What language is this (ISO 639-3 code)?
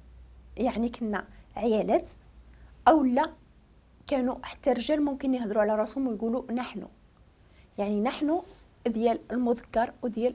ary